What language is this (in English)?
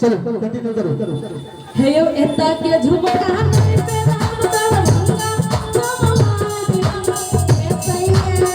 Maithili